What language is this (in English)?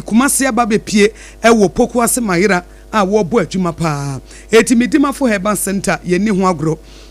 Akan